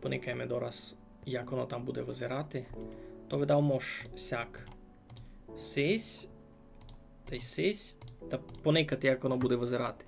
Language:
Rusyn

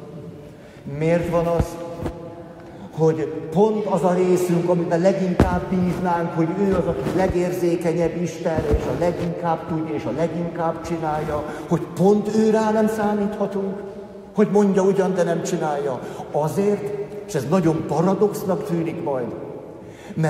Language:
Hungarian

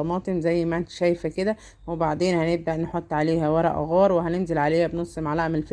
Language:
Egyptian Arabic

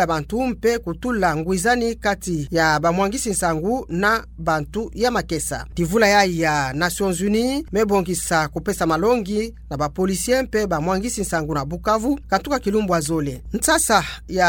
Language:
Kituba (Democratic Republic of Congo)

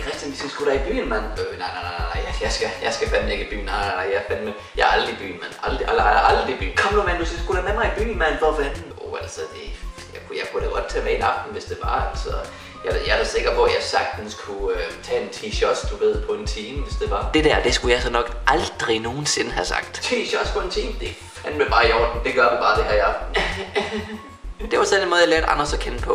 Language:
Danish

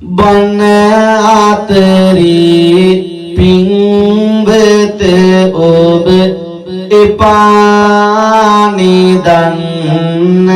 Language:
Sinhala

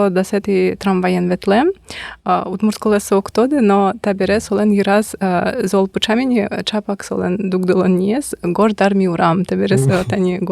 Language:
Udmurt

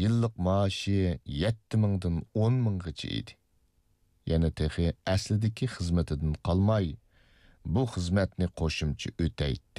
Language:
Uyghur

